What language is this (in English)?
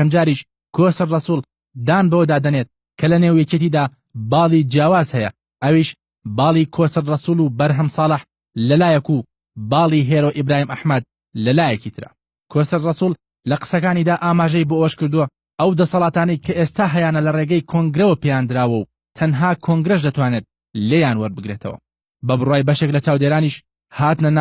Central Kurdish